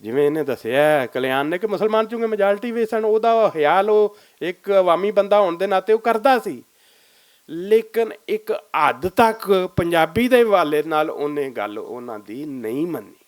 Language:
Western Panjabi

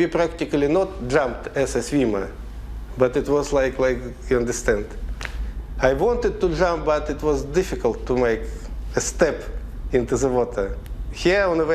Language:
Faroese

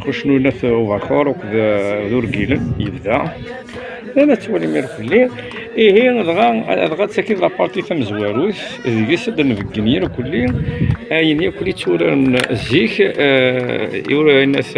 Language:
Kabyle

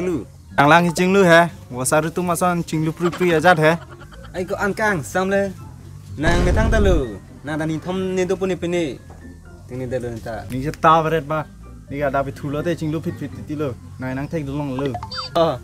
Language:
Karbi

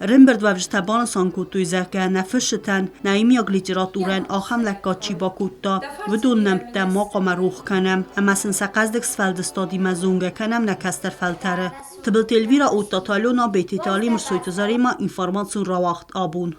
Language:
Ossetic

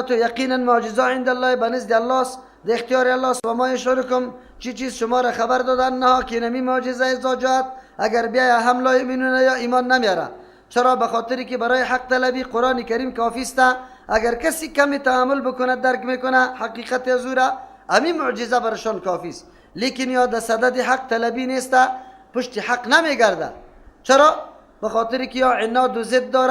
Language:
Persian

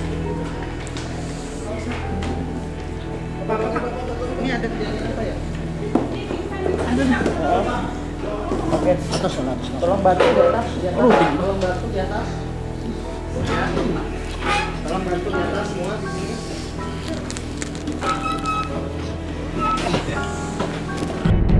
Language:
Indonesian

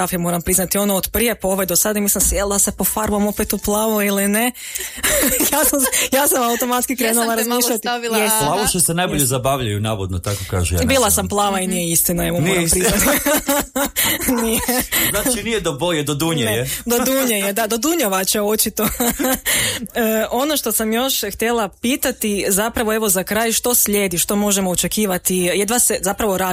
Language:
Croatian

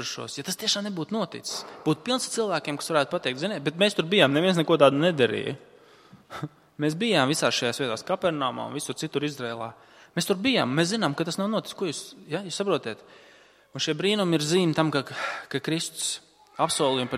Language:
Latvian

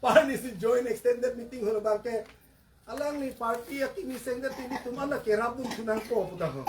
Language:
Karbi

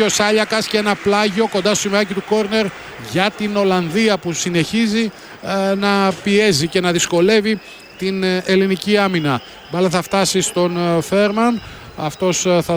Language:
Greek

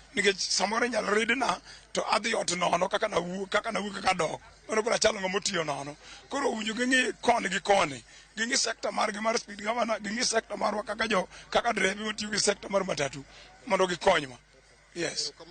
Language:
Luo (Kenya and Tanzania)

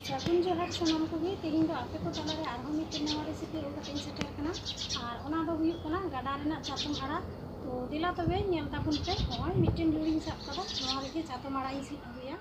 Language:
Santali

